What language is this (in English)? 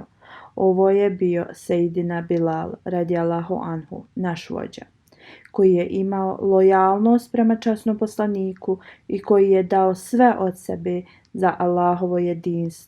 Bosnian